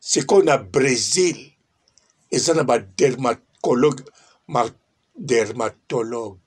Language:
Lingala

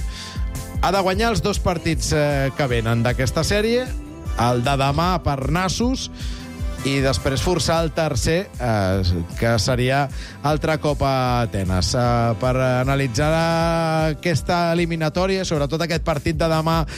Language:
Catalan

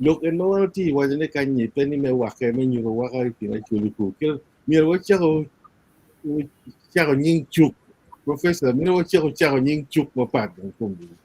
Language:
Acoli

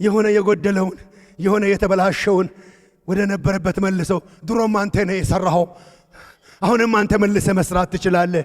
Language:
Amharic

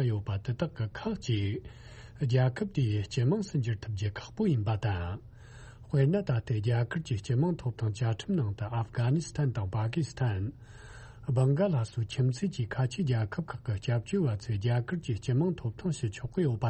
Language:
Tibetan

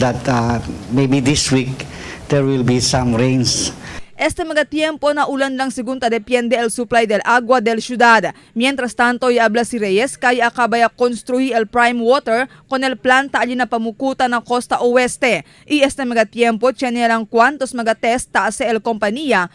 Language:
Chavacano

